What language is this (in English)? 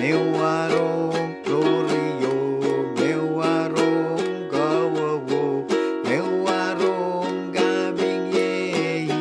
Pohnpeian